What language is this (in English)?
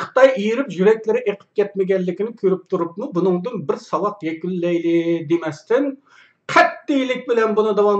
Uyghur